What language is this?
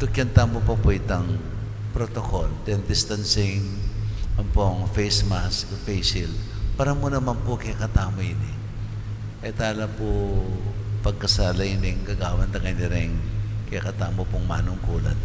Pampanga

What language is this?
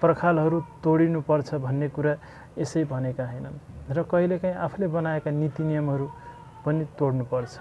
Nepali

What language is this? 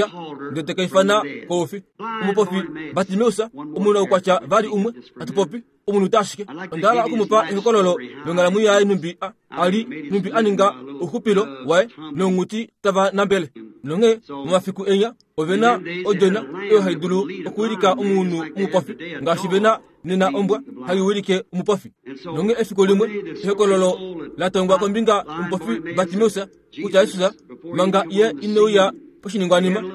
Kuanyama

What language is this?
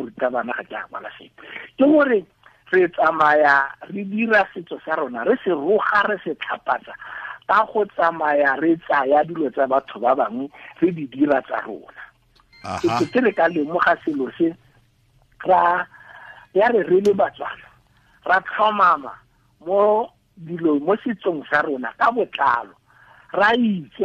Tswana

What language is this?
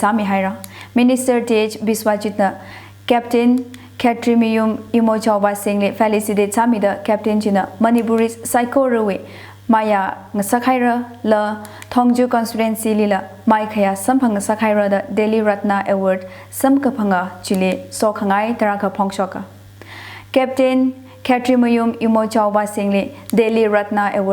Tangkhul Naga (India)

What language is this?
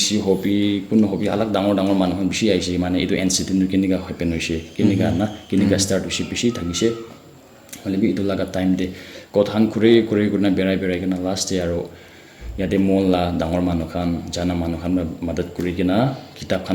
Naga Pidgin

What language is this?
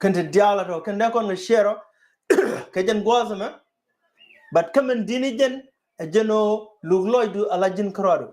Nuer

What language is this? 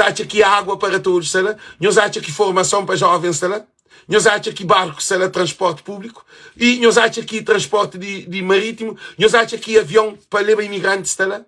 Kabuverdianu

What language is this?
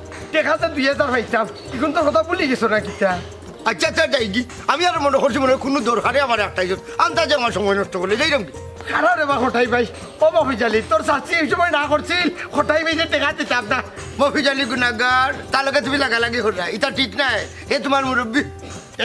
Sylheti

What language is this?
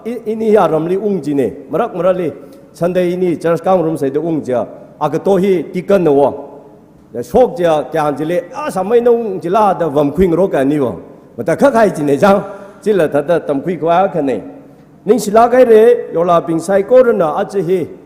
Tangkhul Naga (India)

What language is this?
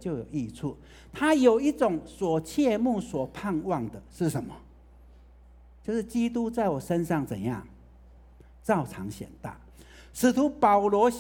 Chinese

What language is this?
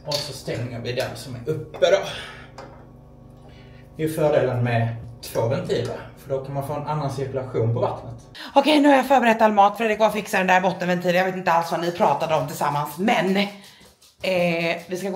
Swedish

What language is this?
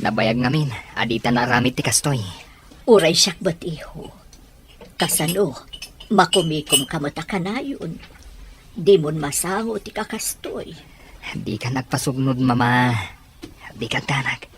Iloko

